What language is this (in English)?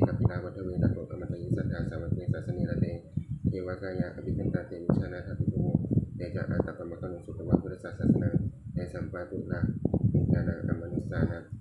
Pali